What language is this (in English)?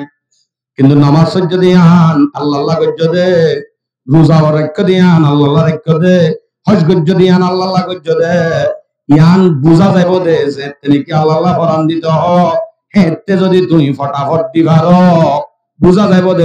Rohingya